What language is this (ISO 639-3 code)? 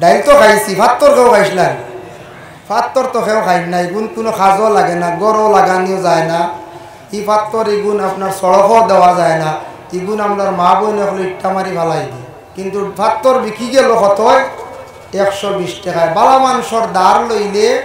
syl